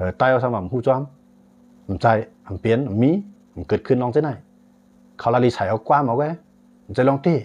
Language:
Shan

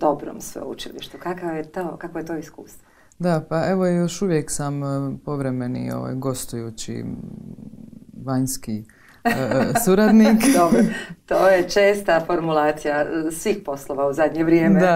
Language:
Croatian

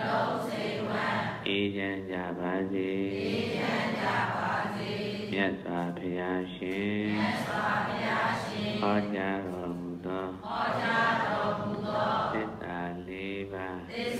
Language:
Burmese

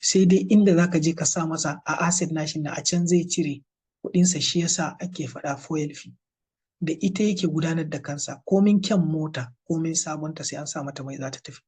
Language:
Hausa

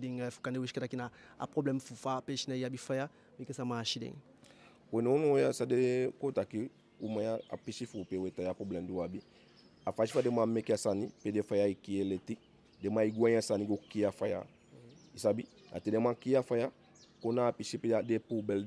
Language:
Eastern Maroon Creole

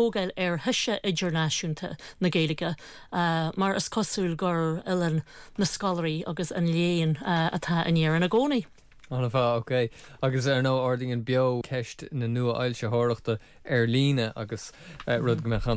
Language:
Irish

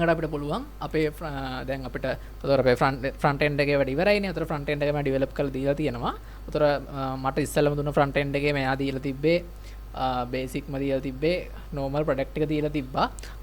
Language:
Sinhala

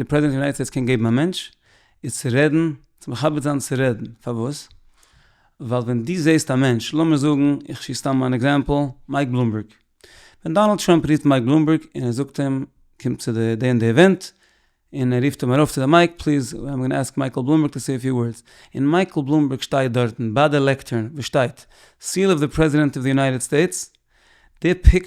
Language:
Yiddish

